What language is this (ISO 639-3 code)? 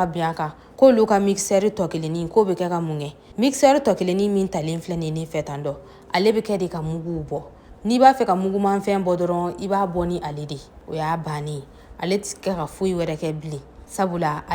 bam